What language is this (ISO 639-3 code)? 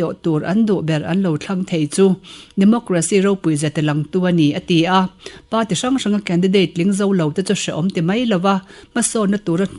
lus